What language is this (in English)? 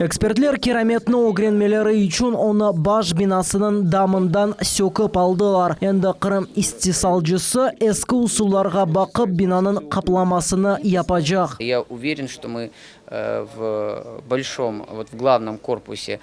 Crimean Tatar